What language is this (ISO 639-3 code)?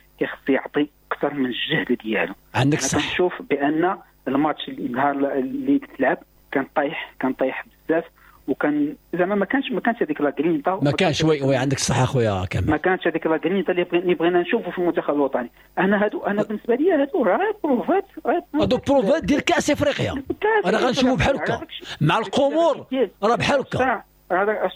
ary